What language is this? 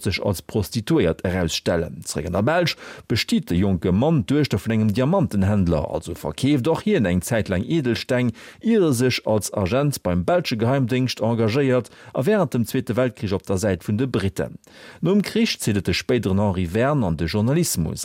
Luxembourgish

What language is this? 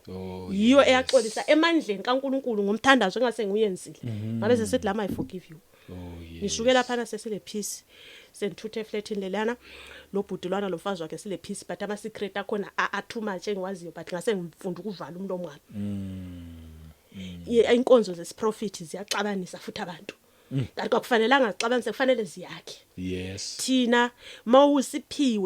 Zulu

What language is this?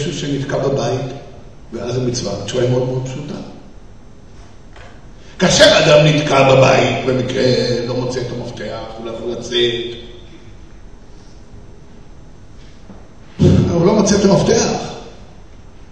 Hebrew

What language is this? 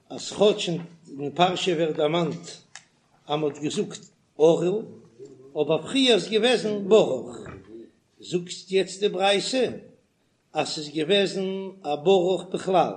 Yiddish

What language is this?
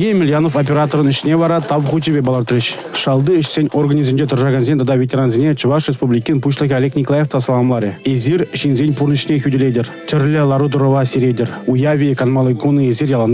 Chuvash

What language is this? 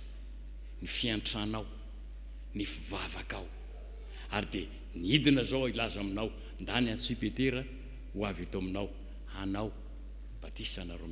Malagasy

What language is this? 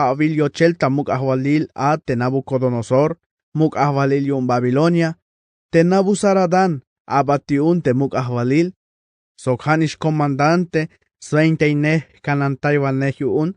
Tzeltal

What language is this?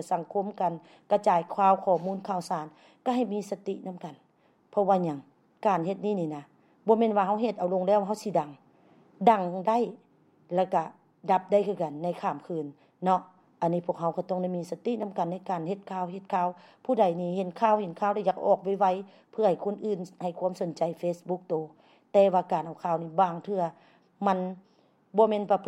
Lao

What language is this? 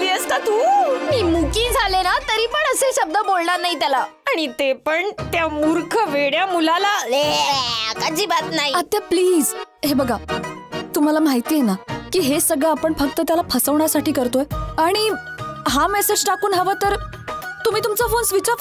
Marathi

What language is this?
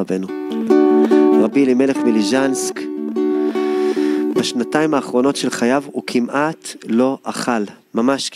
Hebrew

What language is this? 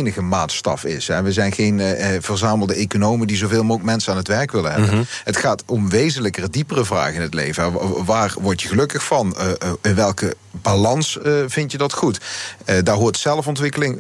Dutch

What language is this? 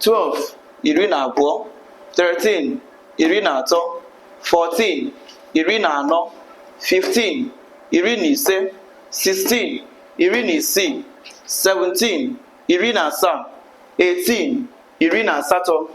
Igbo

